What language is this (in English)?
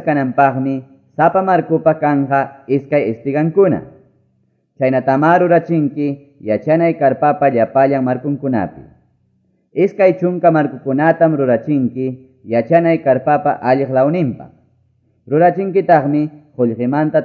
Quechua